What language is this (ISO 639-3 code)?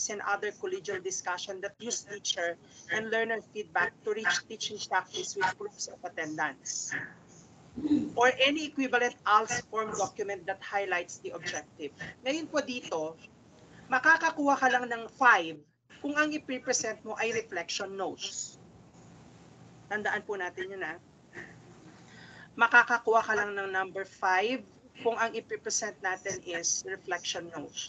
fil